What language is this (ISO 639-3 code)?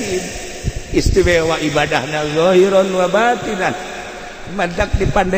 sun